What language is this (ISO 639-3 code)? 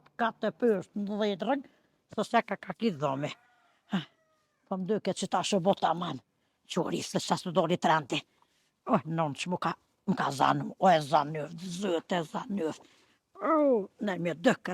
sqi